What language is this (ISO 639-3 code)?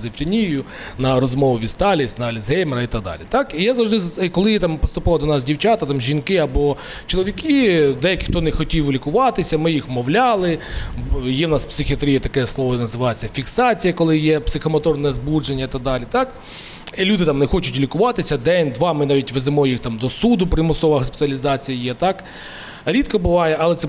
ukr